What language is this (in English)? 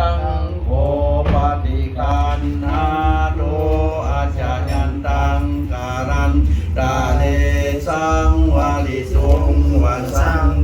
Pali